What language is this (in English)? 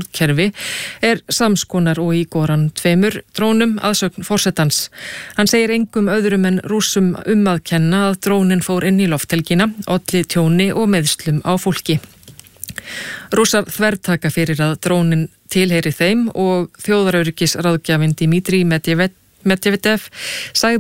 Icelandic